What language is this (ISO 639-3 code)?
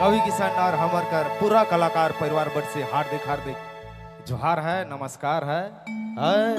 sck